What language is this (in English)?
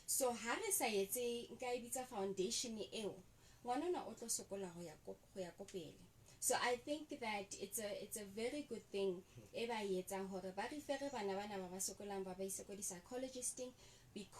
Southern Sotho